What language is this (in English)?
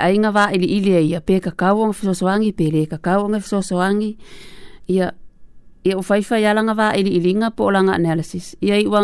Samoan